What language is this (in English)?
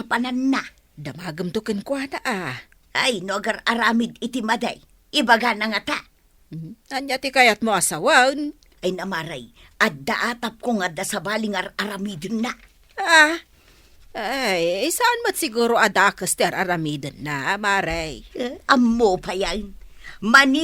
Iloko